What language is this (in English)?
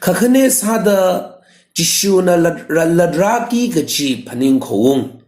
Tangkhul Naga (India)